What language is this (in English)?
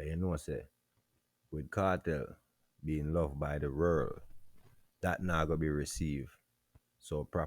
Jamaican Creole English